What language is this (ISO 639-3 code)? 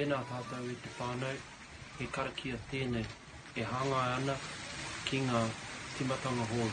mri